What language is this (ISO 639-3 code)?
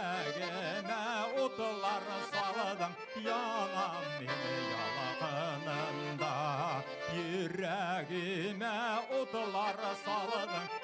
bak